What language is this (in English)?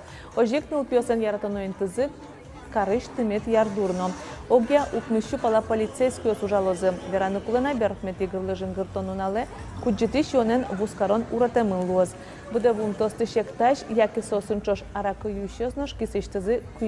Udmurt